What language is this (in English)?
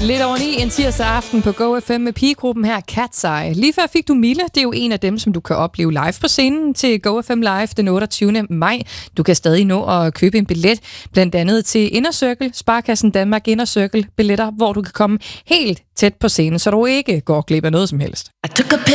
Danish